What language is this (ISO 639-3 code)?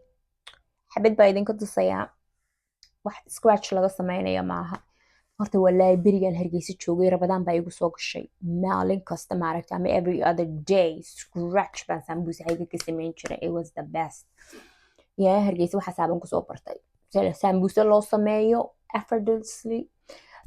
som